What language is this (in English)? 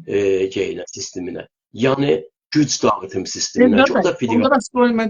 South Azerbaijani